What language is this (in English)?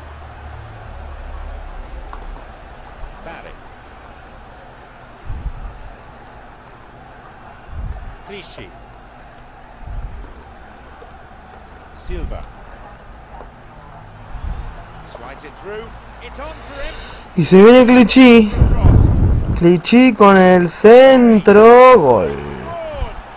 Spanish